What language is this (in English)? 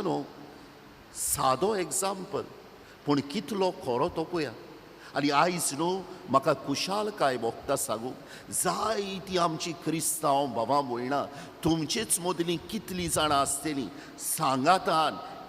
Konkani